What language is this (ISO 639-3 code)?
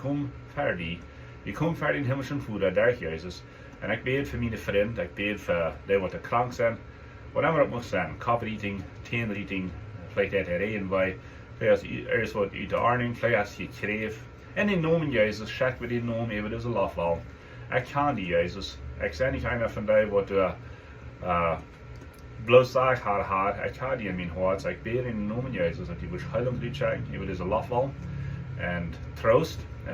pdt